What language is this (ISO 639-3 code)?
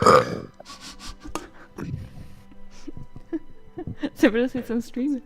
gsw